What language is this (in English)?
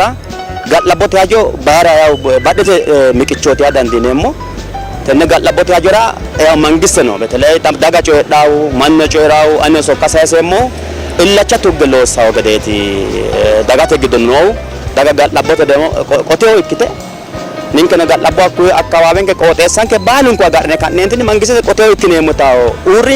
Sidamo